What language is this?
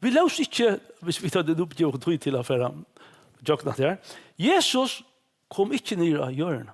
Faroese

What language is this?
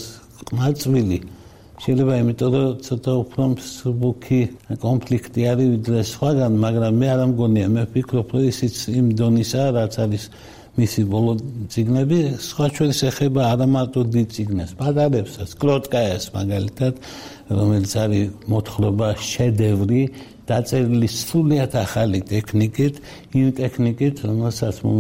Georgian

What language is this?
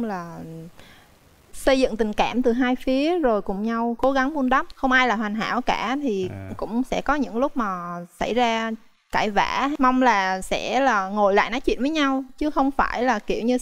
Vietnamese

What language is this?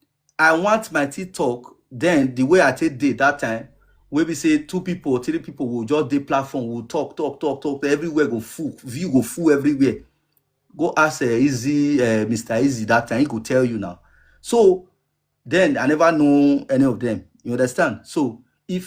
Nigerian Pidgin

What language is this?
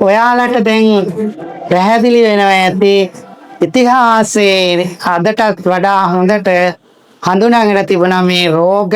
Sinhala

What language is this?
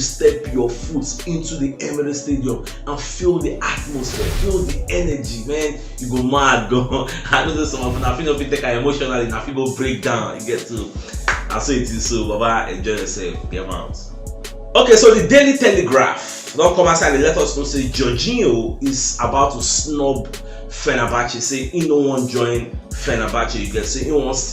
Nigerian Pidgin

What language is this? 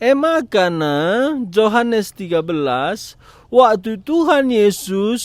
Batak Karo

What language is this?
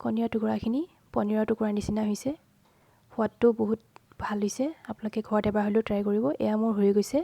Assamese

